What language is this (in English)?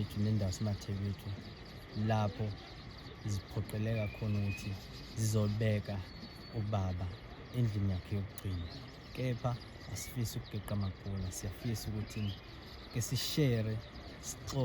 Zulu